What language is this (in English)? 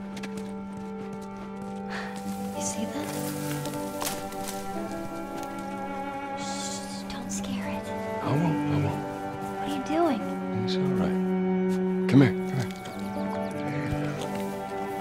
English